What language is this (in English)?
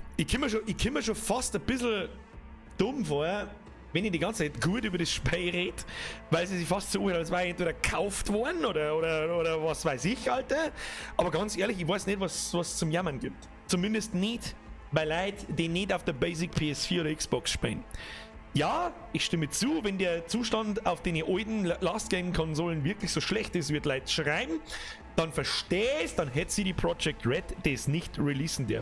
Bavarian